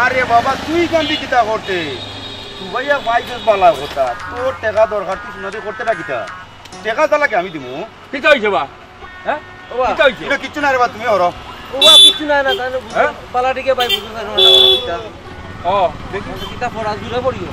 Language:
Sylheti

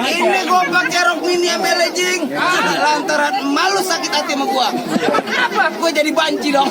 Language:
Betawi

